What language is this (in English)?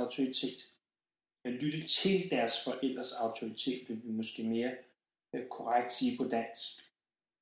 Danish